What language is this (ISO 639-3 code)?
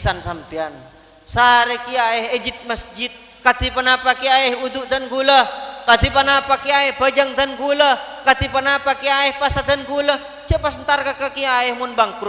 mad